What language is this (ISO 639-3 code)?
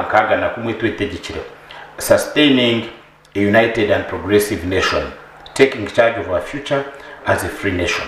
nyn